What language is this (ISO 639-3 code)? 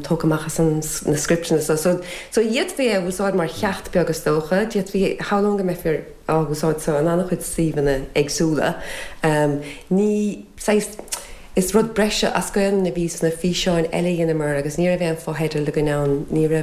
gle